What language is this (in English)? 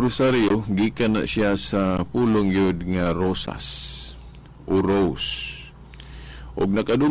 Cebuano